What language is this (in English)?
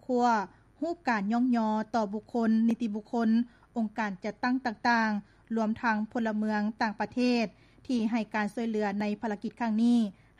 Lao